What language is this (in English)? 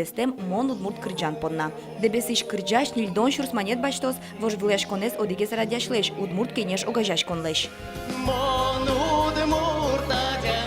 Udmurt